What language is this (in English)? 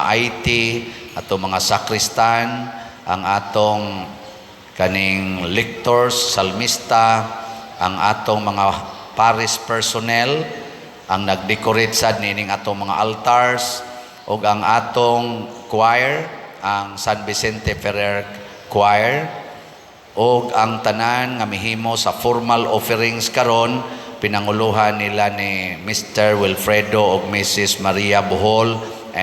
Cebuano